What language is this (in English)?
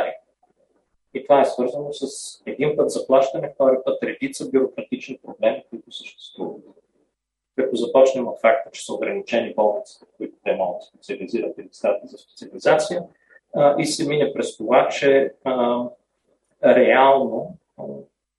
Bulgarian